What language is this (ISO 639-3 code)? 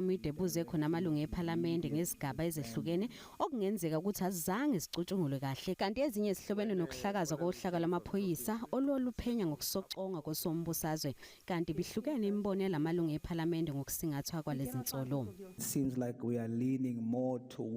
zul